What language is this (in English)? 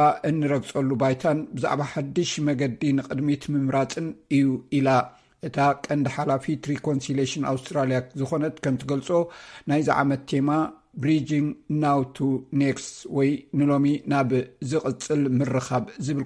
Tigrinya